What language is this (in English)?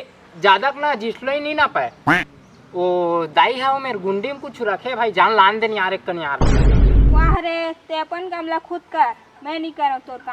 Chhattisgarhi